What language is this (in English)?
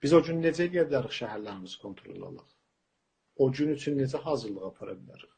South Azerbaijani